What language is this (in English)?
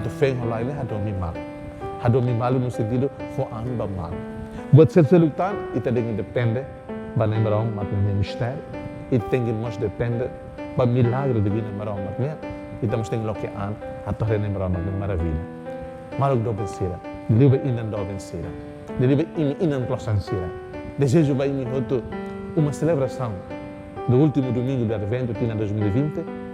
Tetum